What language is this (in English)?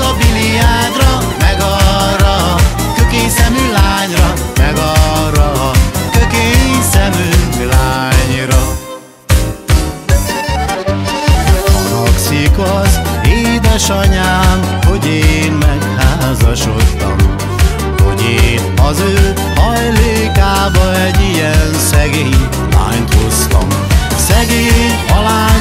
Hungarian